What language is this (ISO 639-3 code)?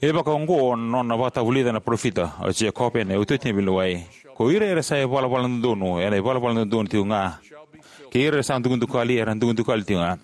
fij